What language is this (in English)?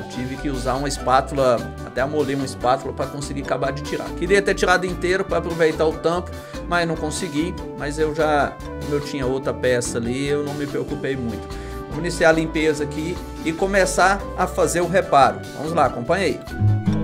Portuguese